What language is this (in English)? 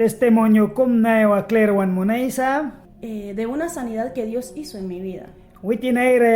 Mískito